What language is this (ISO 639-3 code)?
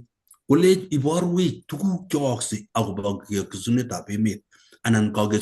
kln